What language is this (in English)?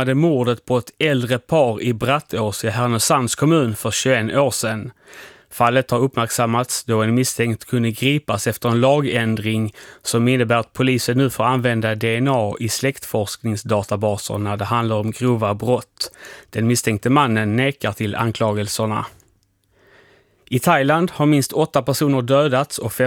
Swedish